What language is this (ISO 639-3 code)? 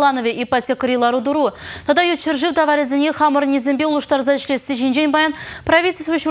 chv